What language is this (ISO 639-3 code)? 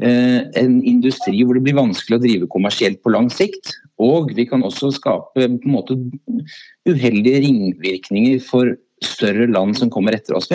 nor